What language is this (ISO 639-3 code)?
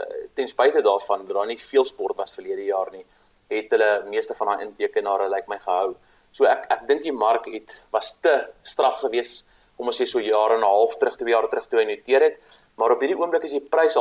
afr